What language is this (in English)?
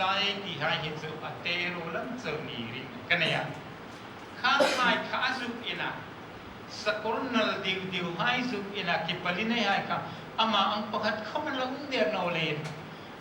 Hmar